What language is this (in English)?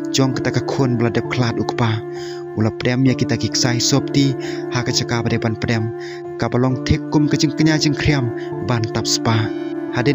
Khasi